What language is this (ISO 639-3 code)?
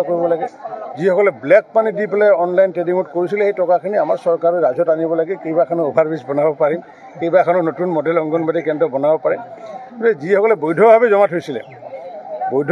asm